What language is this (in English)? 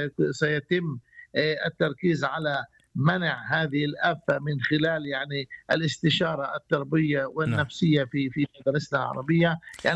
Arabic